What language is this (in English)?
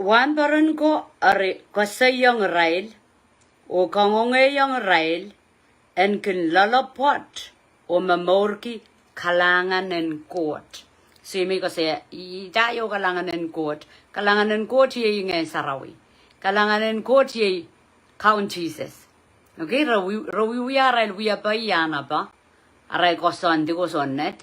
Pohnpeian